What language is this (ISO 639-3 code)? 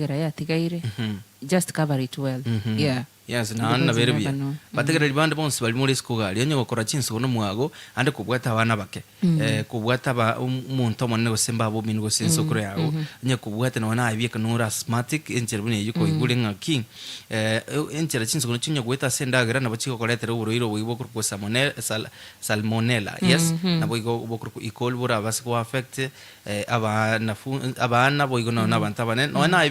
guz